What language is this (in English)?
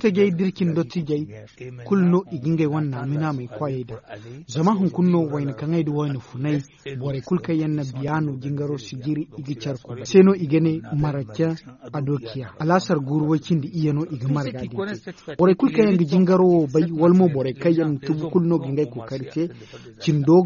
Zarma